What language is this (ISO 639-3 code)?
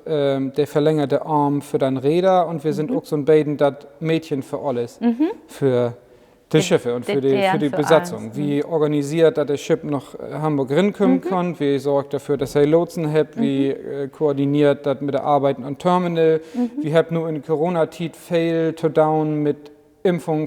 nds